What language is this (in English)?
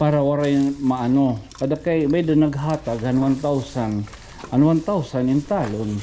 Waray